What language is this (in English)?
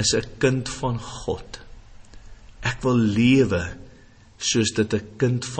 Afrikaans